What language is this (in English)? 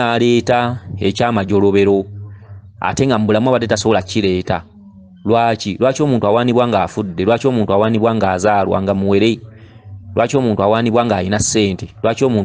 Ganda